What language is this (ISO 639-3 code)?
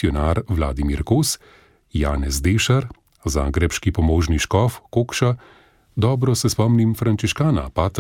slv